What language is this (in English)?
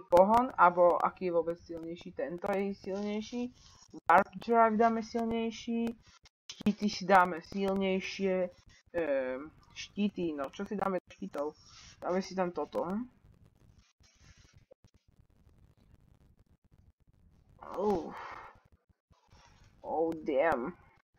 Slovak